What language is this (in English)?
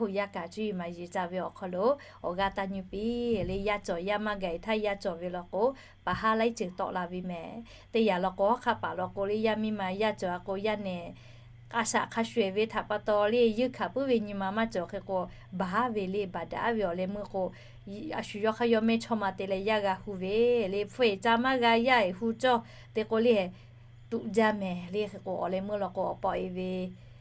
Lahu